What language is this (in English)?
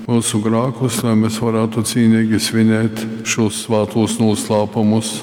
Latgalian